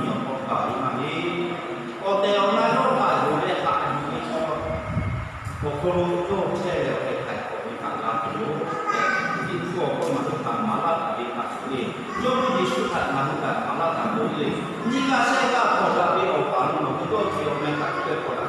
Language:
Lahu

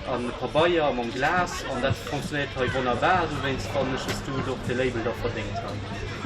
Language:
Luxembourgish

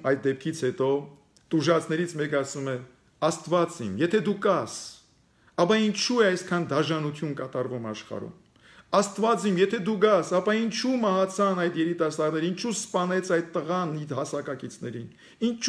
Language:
Armenian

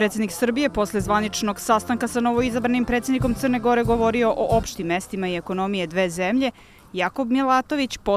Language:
Serbian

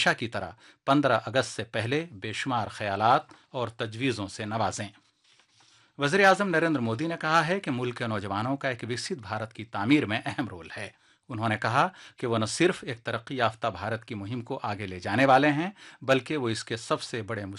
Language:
Urdu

